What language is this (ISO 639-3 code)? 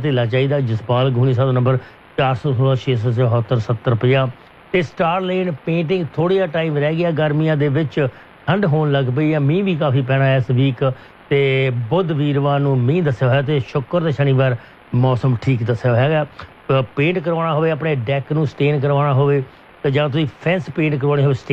pan